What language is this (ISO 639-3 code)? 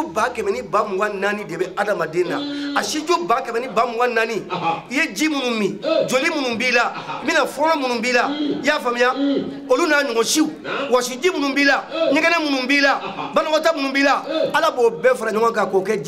bam